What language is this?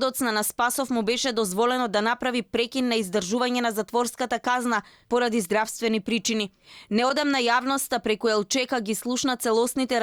Macedonian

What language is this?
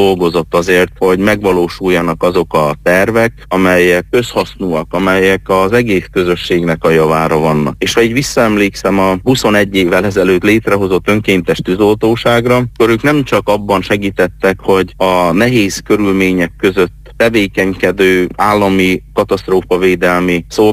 Hungarian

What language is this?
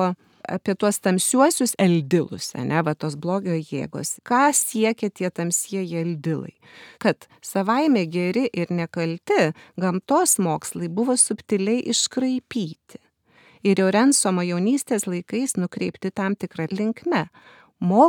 Lithuanian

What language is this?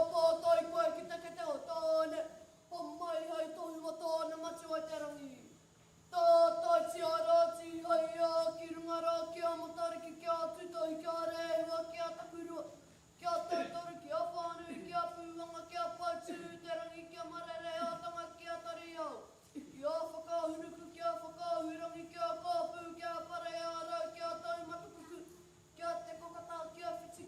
Māori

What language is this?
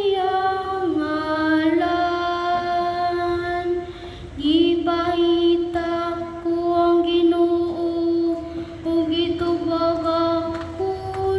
Cebuano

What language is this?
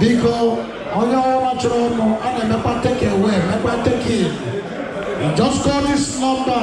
Igbo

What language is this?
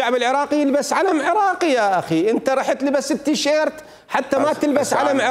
Mesopotamian Arabic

